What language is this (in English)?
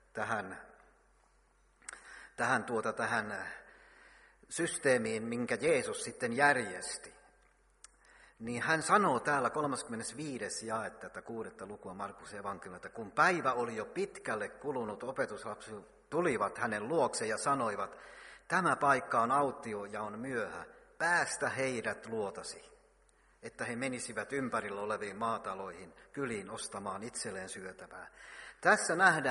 Finnish